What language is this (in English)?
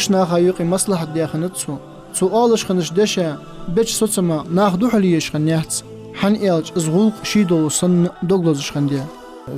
Ingush